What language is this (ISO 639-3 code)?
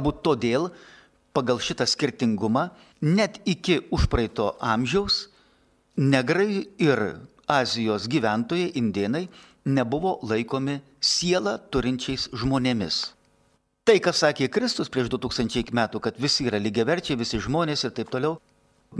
lit